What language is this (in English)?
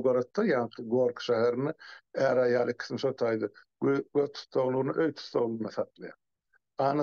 Turkmen